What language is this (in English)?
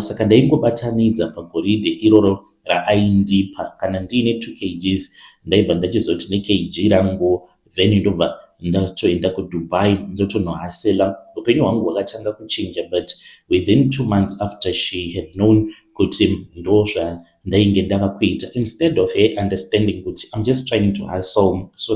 Shona